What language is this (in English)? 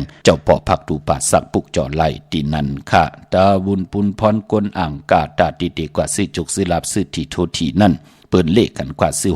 Shan